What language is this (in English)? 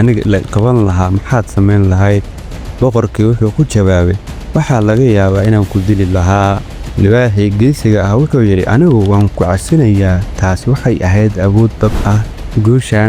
Somali